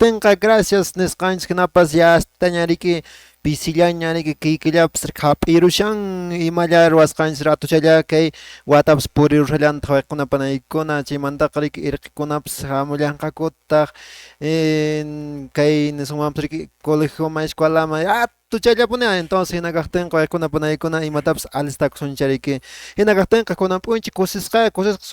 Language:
Quechua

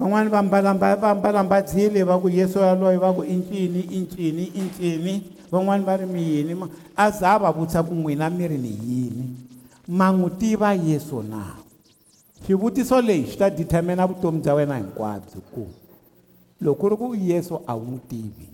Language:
Tsonga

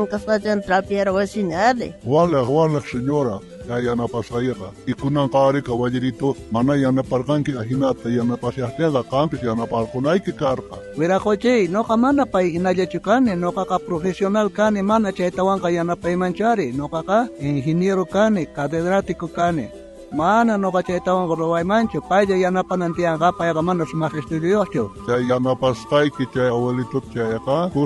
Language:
South Bolivian Quechua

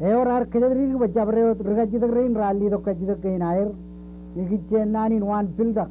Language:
Marshallese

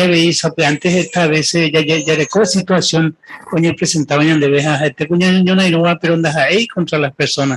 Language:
Guarani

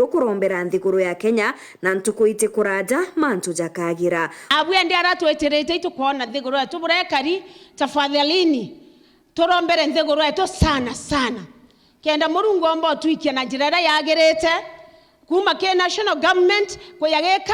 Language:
Meru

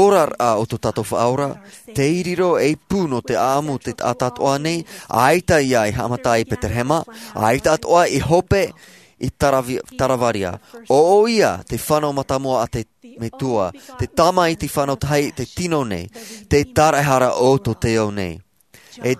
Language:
Tahitian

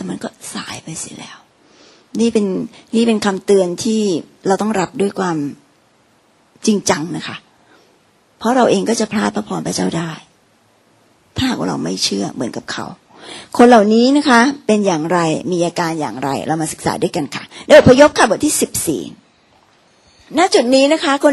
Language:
Thai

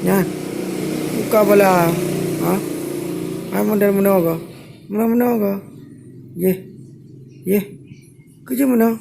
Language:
Achinese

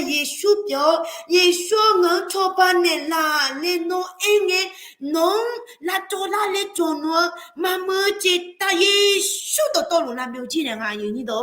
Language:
Akha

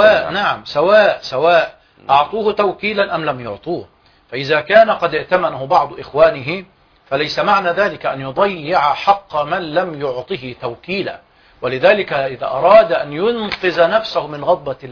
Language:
Arabic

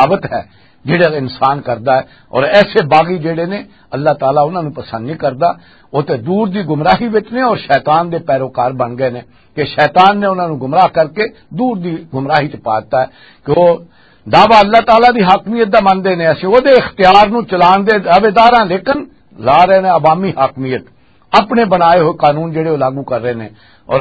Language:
Western Panjabi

